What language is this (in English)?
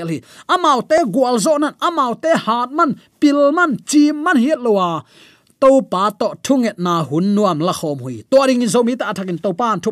Tedim Chin